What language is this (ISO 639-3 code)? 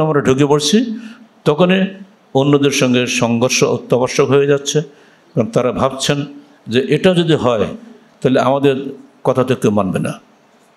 ben